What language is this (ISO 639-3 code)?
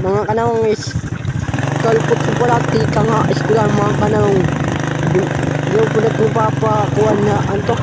war